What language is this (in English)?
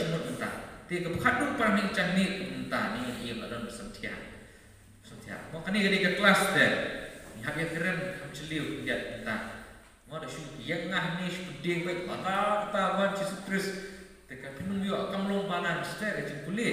Khasi